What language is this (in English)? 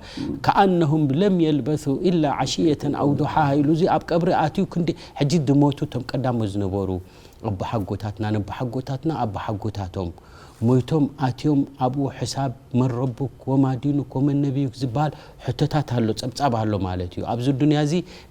Tigrinya